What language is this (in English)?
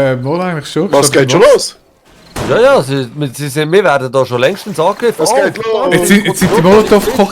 Swiss German